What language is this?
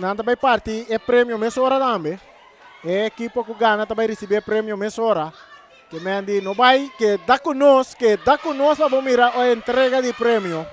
Papiamento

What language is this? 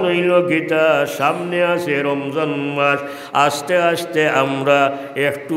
Sylheti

